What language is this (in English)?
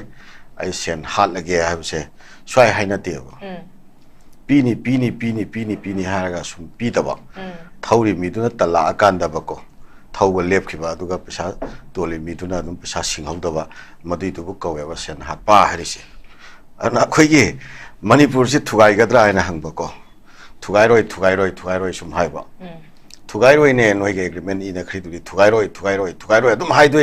Manipuri